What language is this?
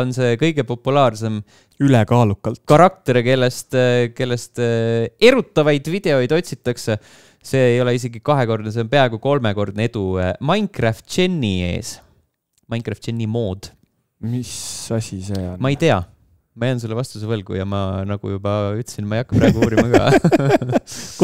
Estonian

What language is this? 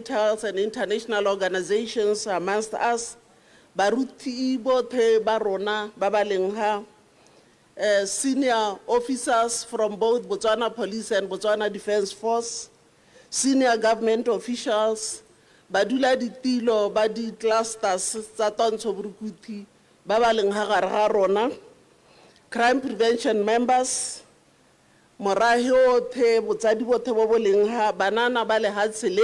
Tswana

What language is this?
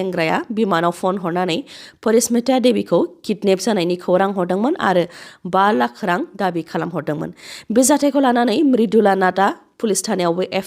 Bodo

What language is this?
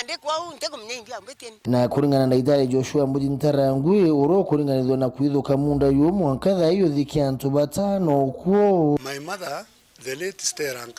Meru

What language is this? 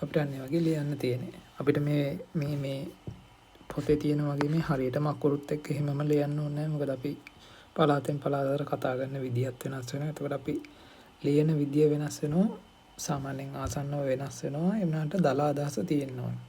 Sinhala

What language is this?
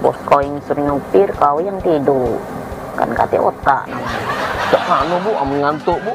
Musi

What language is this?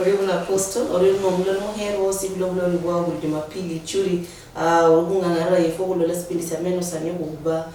Luyia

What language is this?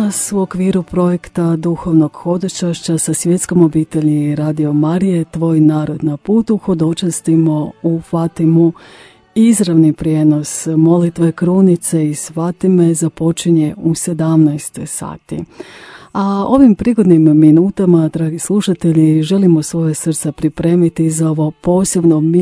Croatian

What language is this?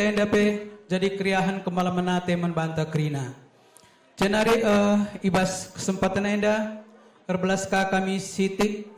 Batak Karo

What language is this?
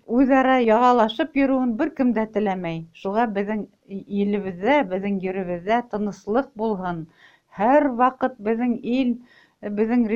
Tatar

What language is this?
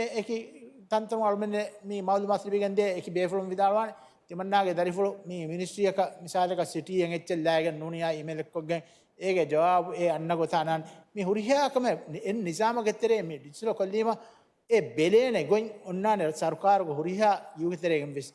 Divehi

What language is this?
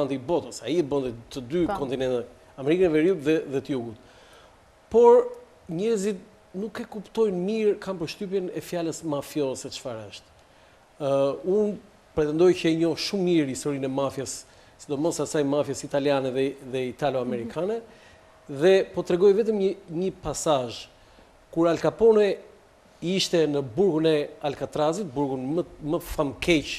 Albanian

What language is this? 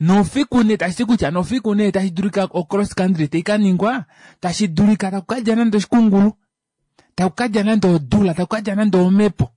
Kuanyama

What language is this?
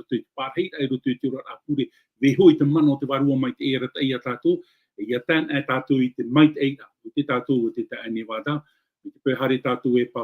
Tahitian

